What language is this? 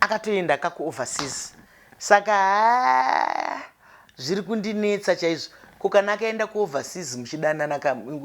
Shona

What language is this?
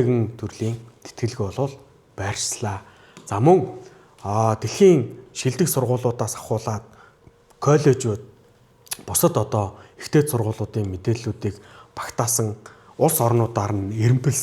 Mongolian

